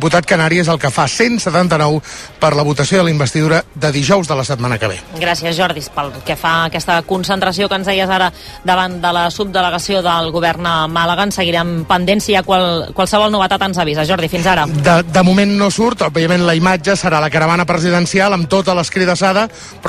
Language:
Catalan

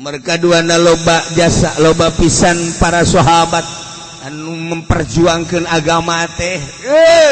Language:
Sundanese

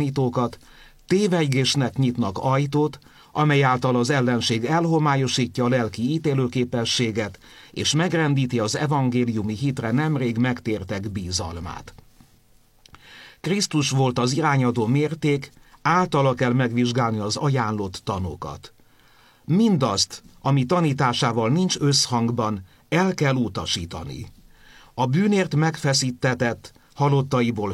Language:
Hungarian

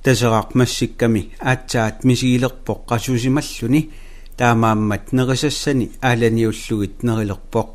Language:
Kalaallisut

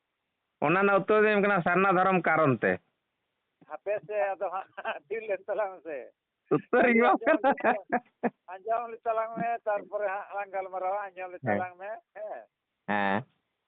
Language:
Santali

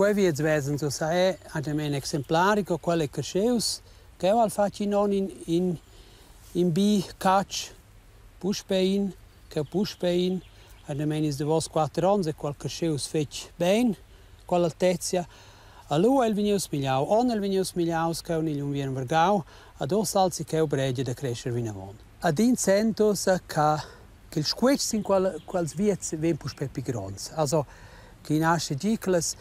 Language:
Romansh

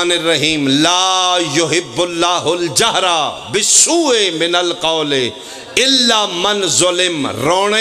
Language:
Pahari-Potwari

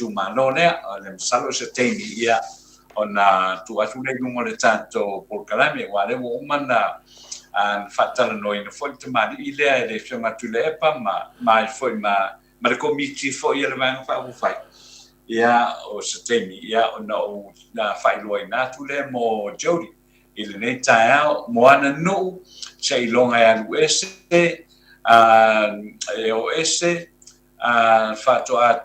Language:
Samoan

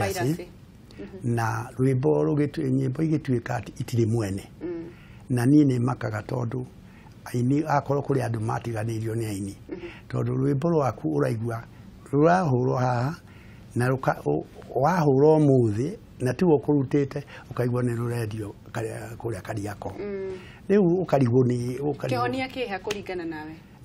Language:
Kikuyu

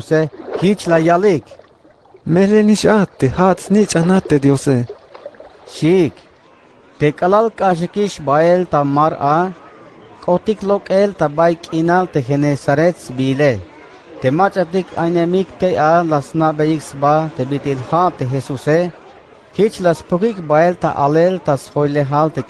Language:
Tzeltal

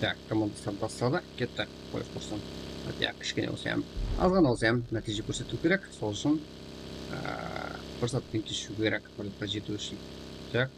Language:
Kara-Kalpak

